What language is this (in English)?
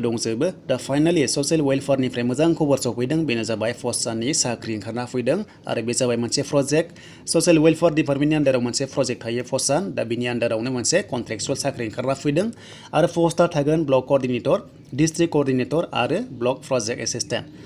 Bodo